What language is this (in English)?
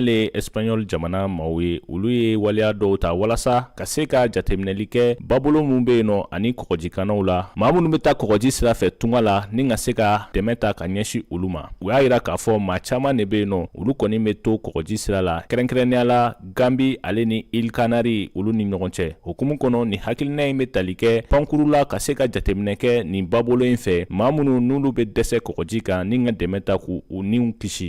Bambara